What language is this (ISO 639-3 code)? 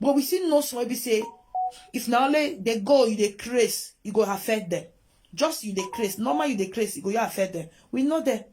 pcm